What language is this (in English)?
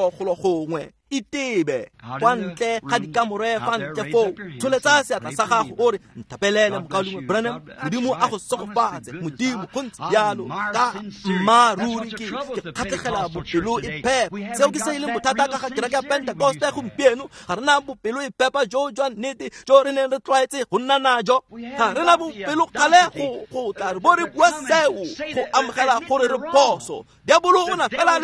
Tswana